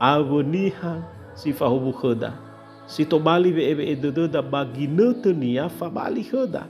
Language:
Nias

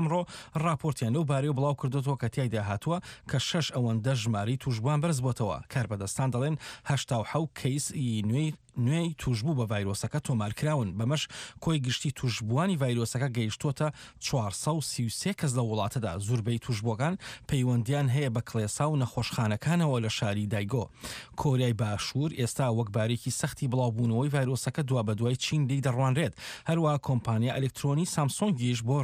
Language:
Central Kurdish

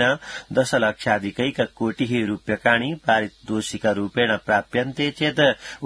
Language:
Sanskrit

